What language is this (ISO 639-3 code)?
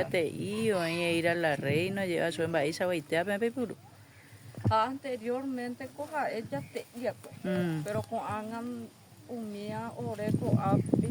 grn